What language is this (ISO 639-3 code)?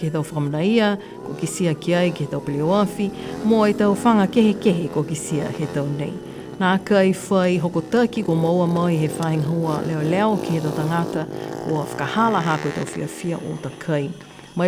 niu